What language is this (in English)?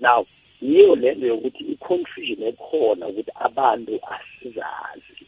South Ndebele